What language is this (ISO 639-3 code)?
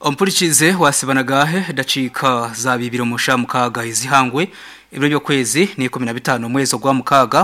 nyn